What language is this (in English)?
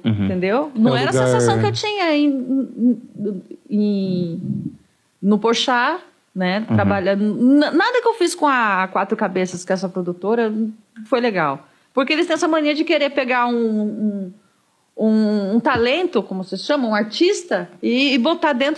Portuguese